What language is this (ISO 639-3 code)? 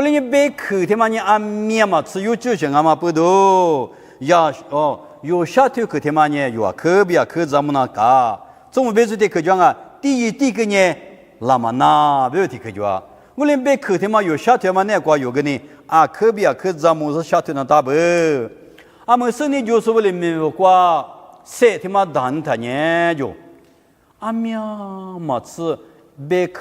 lis